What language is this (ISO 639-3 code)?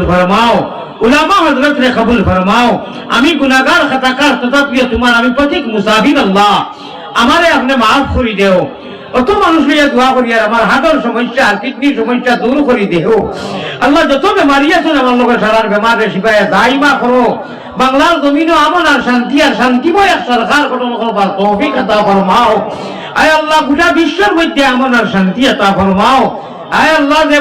syl